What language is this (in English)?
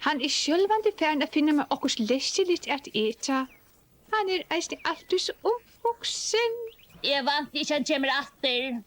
Faroese